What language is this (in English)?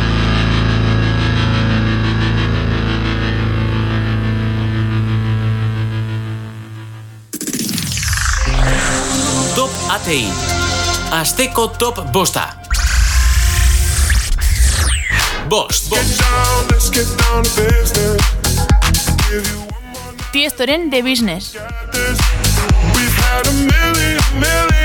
Basque